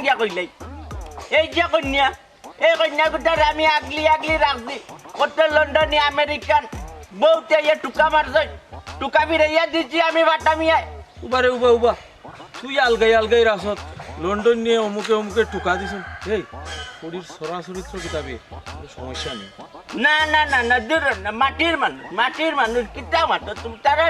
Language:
Sylheti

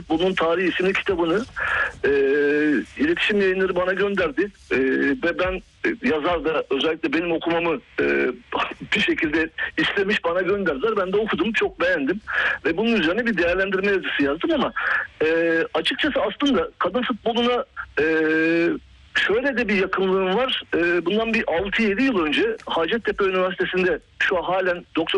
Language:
Turkish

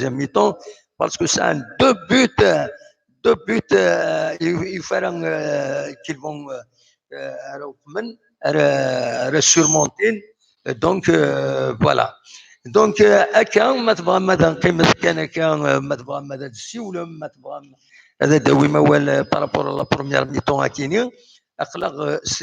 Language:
Kabyle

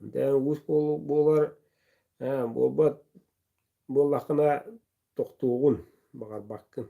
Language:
Yakut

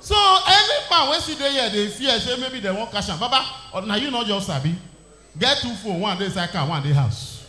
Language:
Nigerian Pidgin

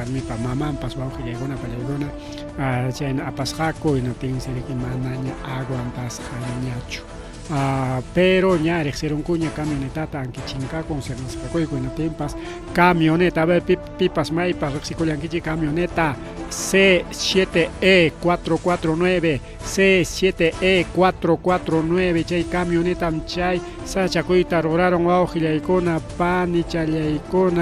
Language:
Ayacucho Quechua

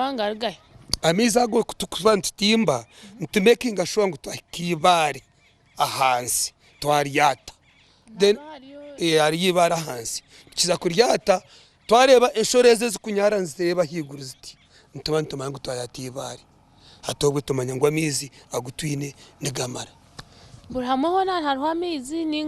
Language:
Nyankole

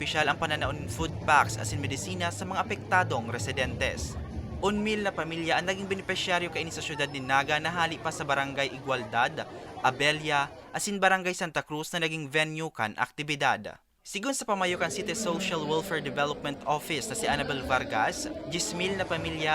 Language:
Bikol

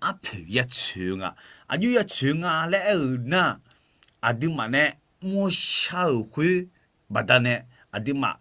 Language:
Akha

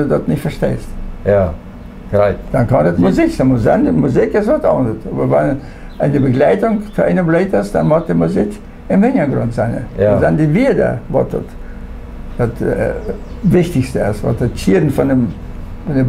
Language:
Plautdietsch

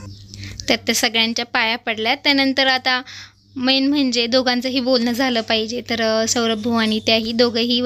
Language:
Marathi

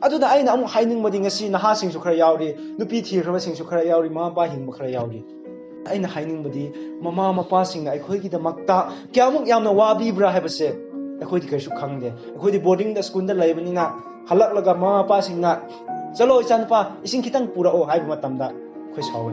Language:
Manipuri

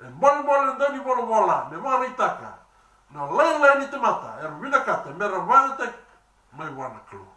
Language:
Fijian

